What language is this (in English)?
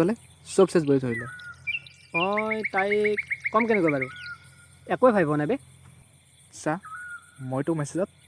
Assamese